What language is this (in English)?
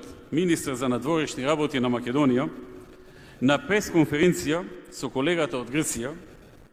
Macedonian